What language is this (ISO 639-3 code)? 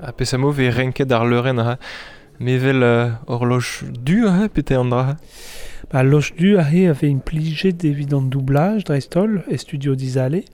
bre